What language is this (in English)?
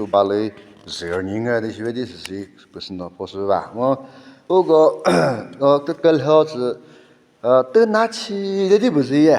Chokri Naga